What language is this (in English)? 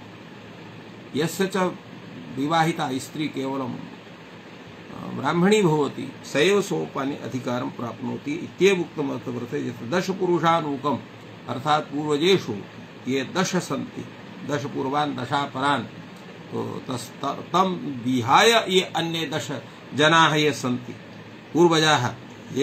Sanskrit